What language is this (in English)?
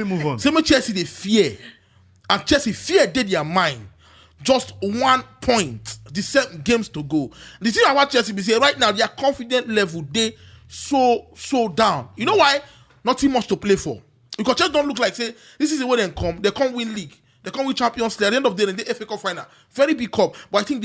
Nigerian Pidgin